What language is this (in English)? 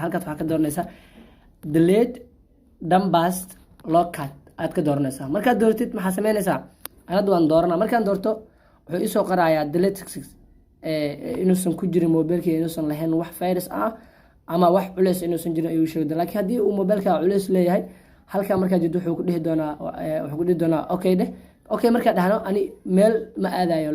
Somali